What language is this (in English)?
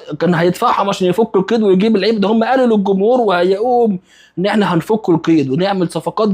Egyptian Arabic